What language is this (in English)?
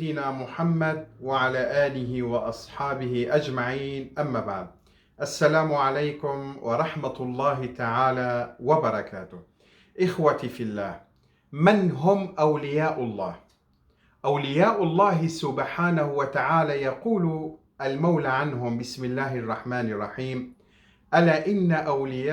Kurdish